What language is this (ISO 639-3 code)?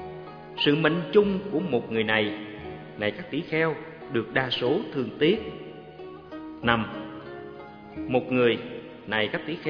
vie